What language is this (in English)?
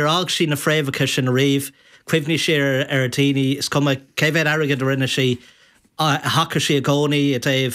Irish